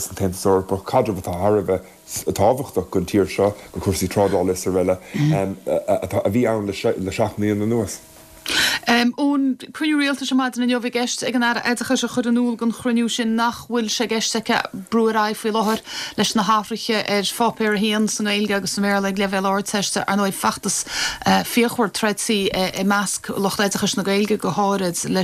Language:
Irish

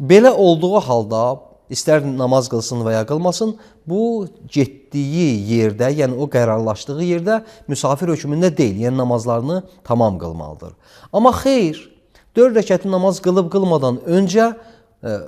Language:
Azerbaijani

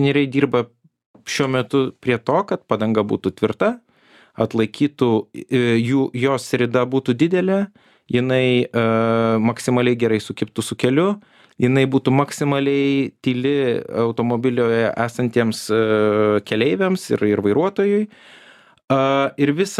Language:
Lithuanian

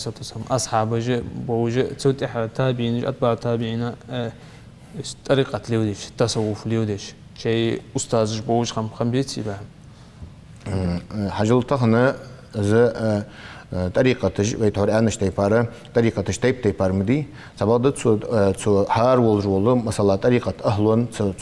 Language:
Ingush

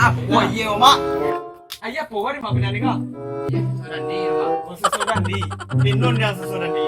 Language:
Minangkabau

